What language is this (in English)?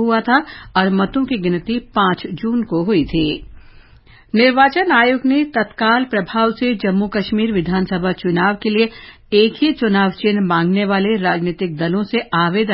Hindi